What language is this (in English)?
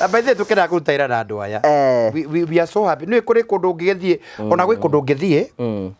Kikuyu